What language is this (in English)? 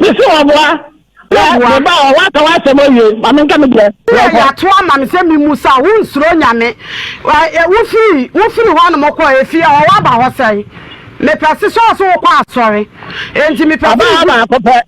Akan